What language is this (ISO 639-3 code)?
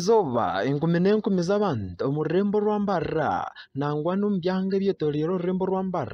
nyn